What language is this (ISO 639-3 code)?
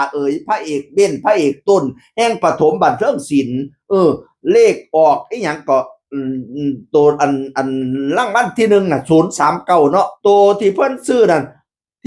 tts